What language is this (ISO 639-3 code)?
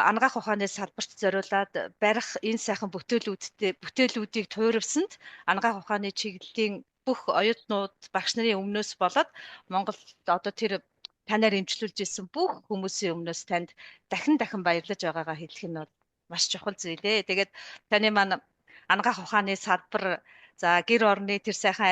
mon